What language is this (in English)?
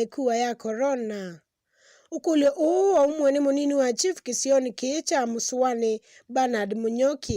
Kamba